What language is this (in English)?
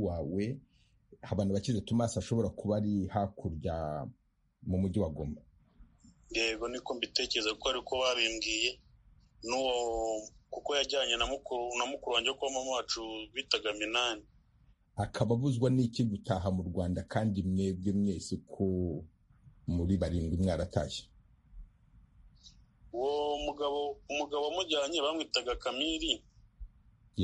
Kinyarwanda